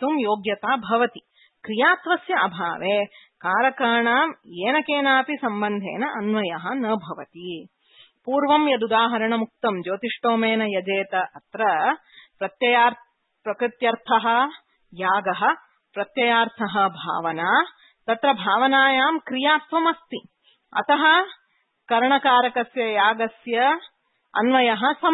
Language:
Sanskrit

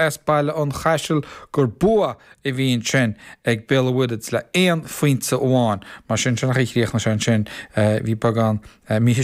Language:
Irish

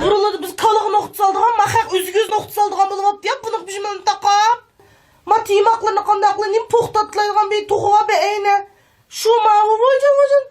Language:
Uyghur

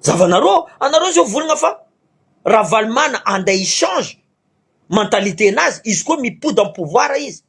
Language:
Malagasy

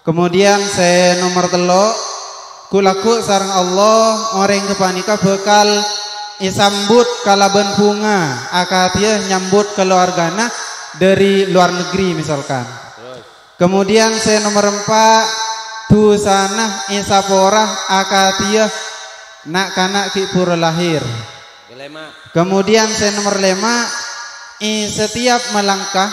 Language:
Madurese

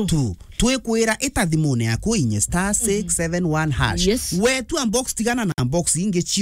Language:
Meru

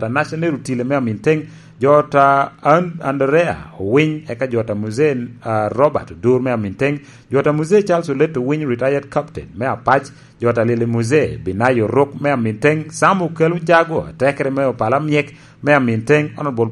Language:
Lango (Uganda)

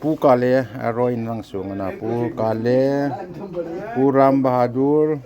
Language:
Hmar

